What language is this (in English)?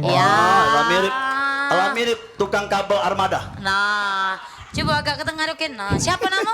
Musi